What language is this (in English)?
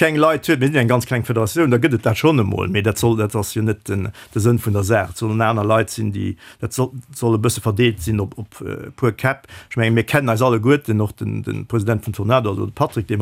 Luxembourgish